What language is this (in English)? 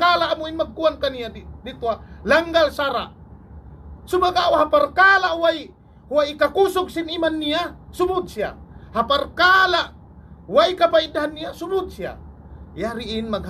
Tausug